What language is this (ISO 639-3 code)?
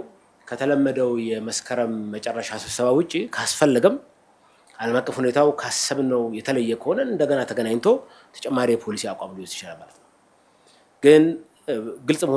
amh